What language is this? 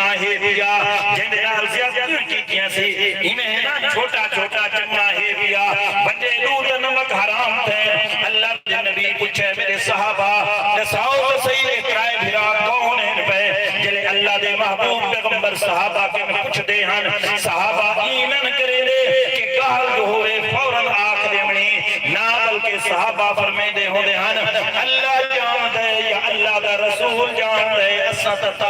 Saraiki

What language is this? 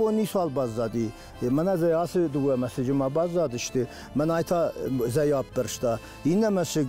Ossetic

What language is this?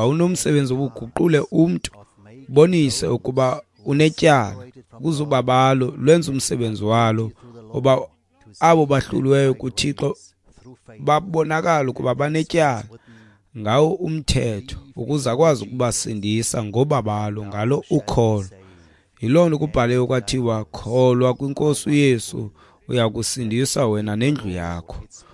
Xhosa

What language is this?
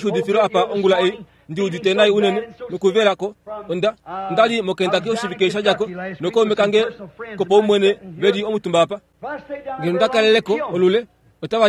Kuanyama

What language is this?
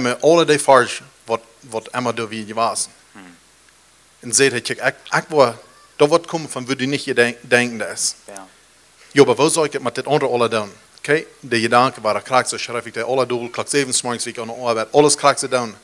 Plautdietsch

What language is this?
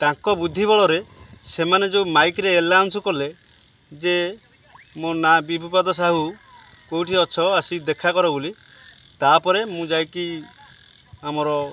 Odia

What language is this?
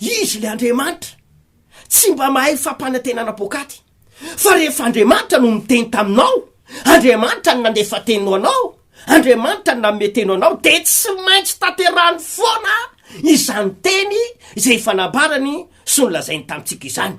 Malagasy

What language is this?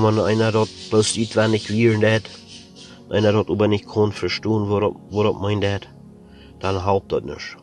Plautdietsch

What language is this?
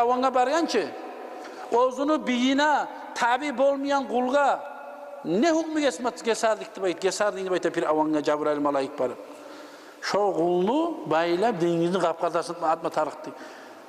Kumyk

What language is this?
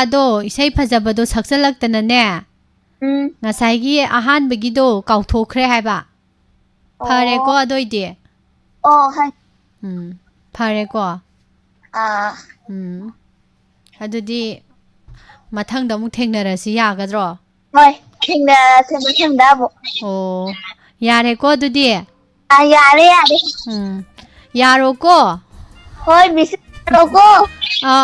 Manipuri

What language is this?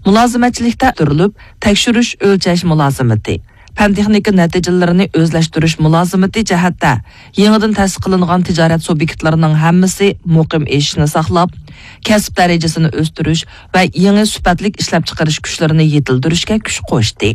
Uyghur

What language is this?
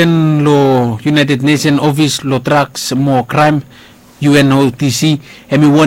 Bislama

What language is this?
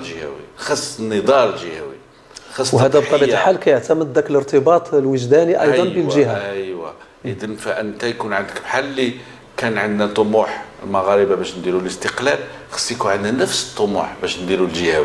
Moroccan Arabic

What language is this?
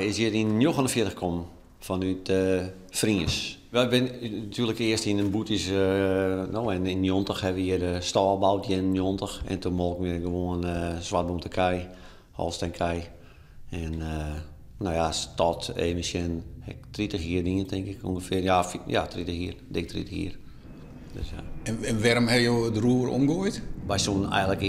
Western Frisian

